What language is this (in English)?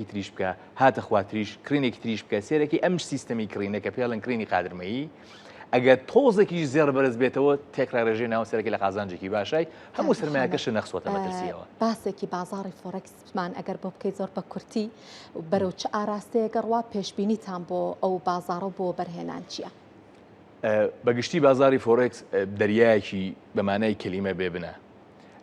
Central Kurdish